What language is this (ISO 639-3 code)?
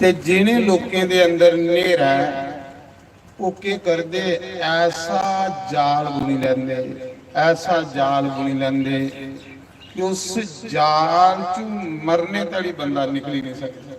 doi